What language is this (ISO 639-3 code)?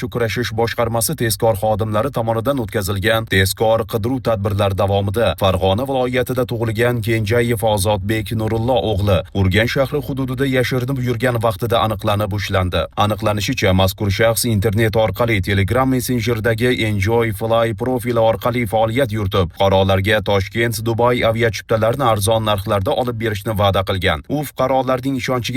uzb